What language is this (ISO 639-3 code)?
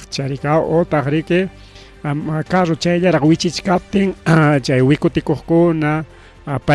quy